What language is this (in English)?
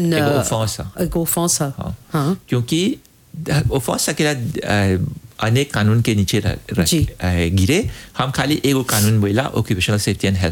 Bhojpuri